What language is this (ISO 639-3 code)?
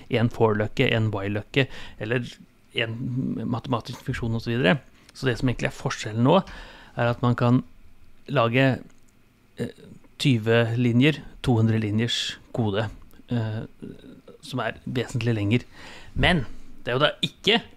nor